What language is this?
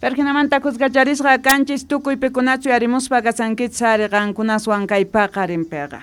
South Bolivian Quechua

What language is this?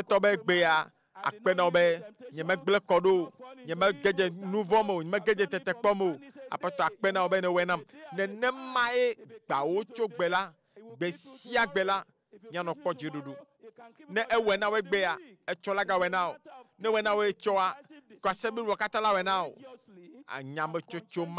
Ewe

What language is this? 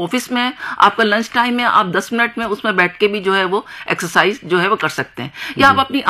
Hindi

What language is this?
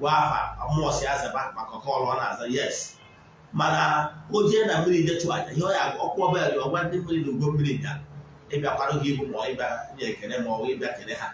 Igbo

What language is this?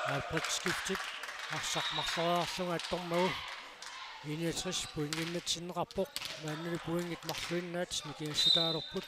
Kalaallisut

